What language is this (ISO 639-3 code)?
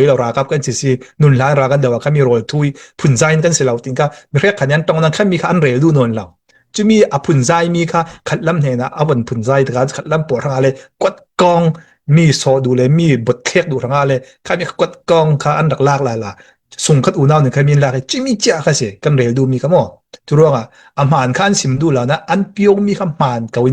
cfm